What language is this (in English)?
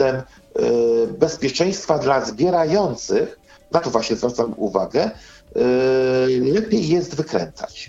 Polish